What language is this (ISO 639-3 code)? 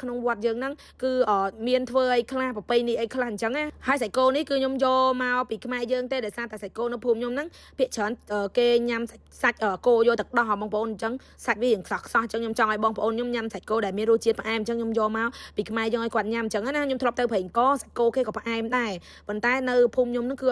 khm